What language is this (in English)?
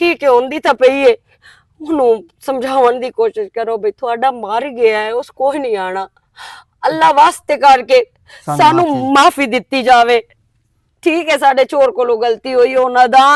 Western Panjabi